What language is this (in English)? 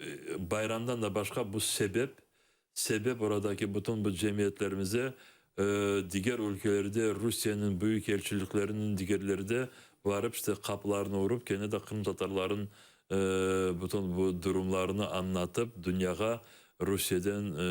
Crimean Tatar